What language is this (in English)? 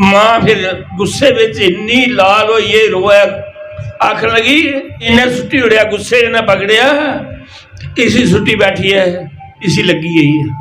Dogri